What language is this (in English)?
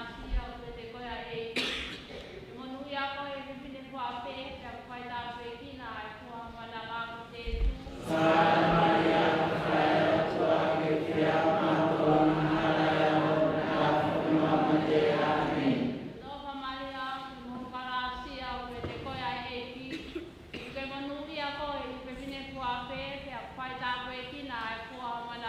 Tongan